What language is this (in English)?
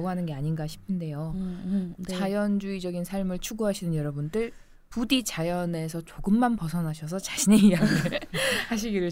Korean